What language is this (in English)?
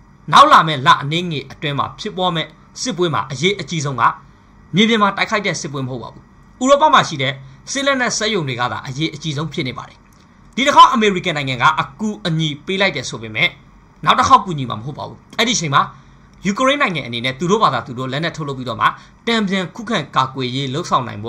Burmese